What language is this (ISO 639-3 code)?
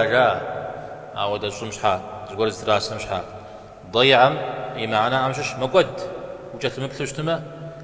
kbd